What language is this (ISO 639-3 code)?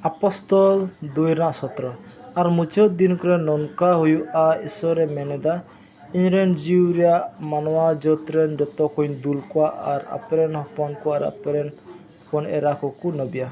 sat